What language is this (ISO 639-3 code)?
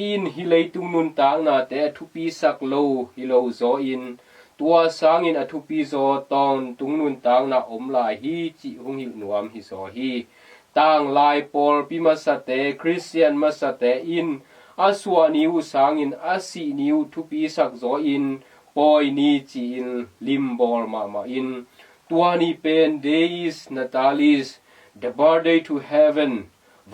ctd